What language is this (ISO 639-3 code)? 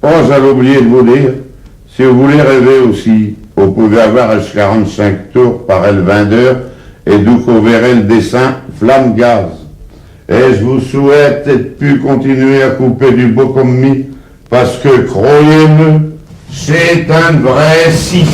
pcd